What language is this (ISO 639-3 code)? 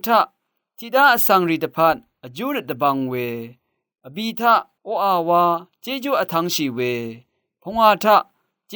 raw